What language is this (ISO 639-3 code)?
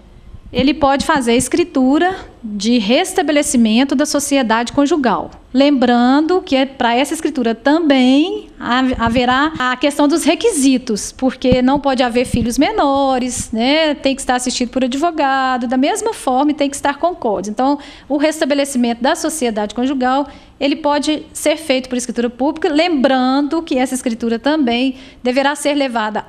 por